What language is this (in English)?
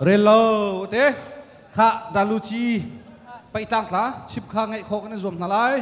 Hakha Chin